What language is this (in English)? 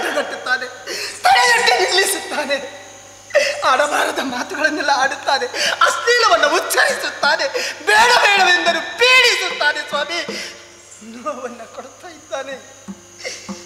Kannada